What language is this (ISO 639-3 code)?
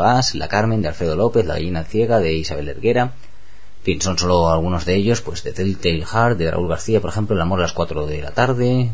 spa